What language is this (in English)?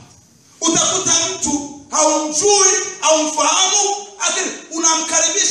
Swahili